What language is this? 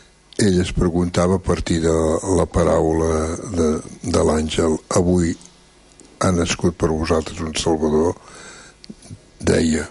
Catalan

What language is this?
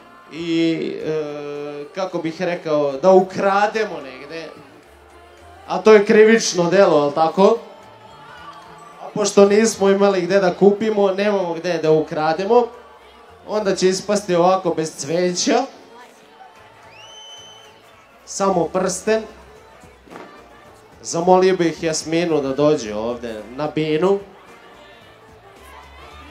Serbian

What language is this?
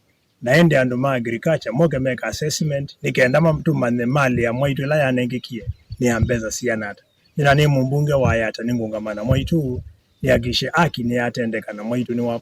Kamba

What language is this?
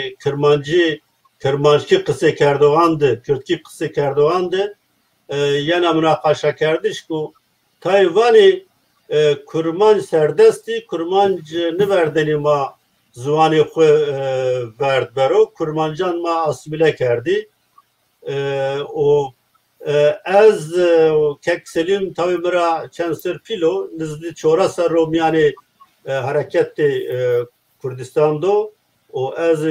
Zaza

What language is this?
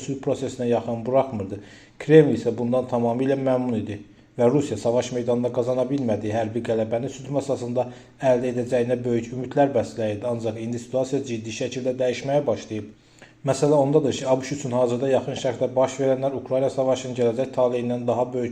Azerbaijani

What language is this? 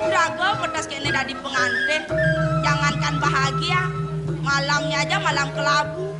Balinese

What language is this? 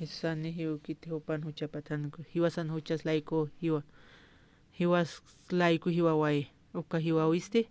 Aymara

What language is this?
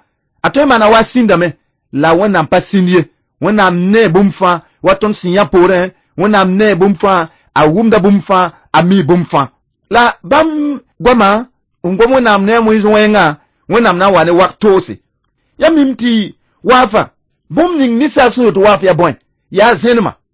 Mossi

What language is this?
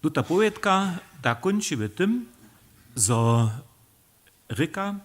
Upper Sorbian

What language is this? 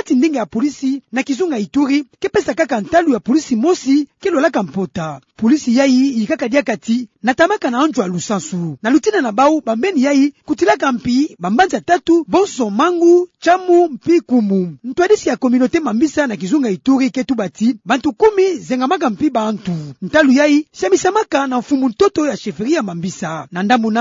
Kituba (Democratic Republic of Congo)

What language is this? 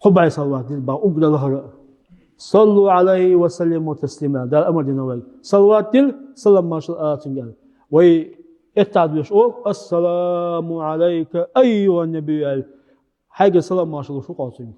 Chechen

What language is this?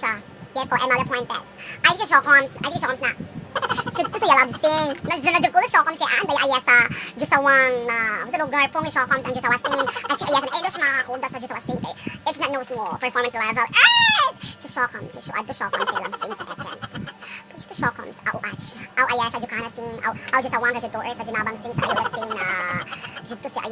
Cebuano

